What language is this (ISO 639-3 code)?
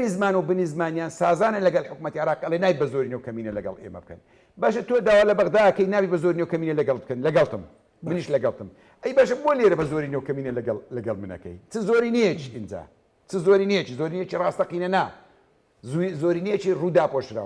ckb